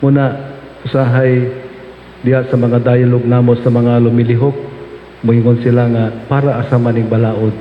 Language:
Cebuano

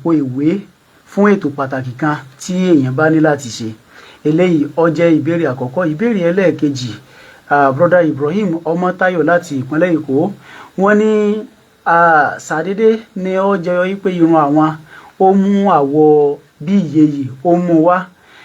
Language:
Yoruba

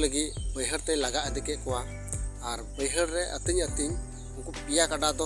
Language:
Santali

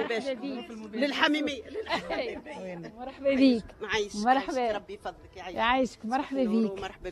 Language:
Tunisian Arabic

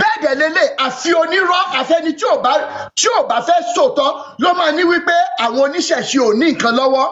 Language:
Yoruba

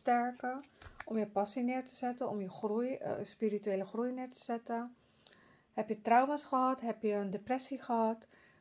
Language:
Dutch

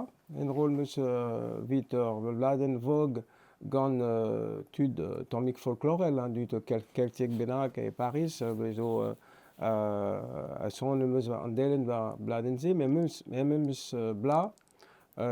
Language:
Breton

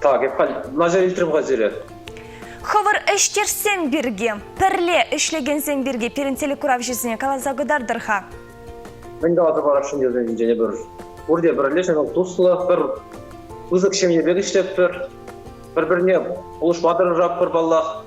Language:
Chuvash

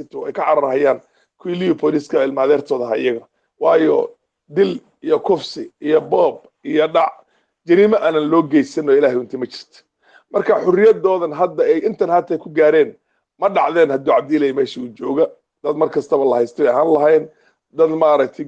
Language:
Somali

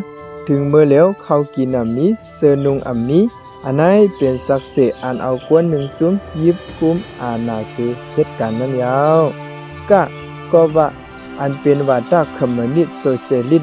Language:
Shan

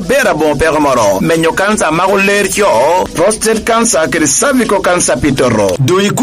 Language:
Lango (Uganda)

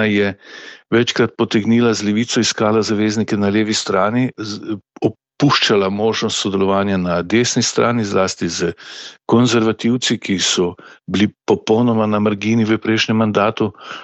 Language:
Slovenian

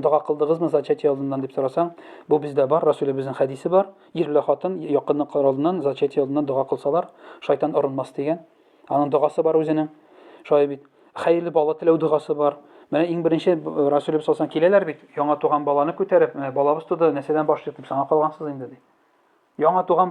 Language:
Tatar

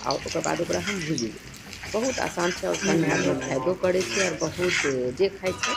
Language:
Maithili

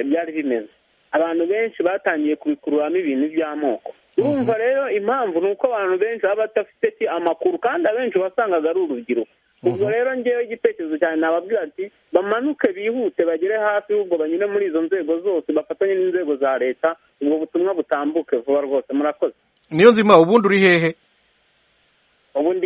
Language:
Kinyarwanda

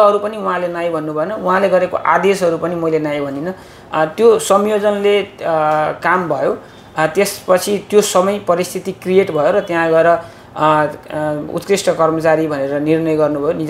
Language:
Nepali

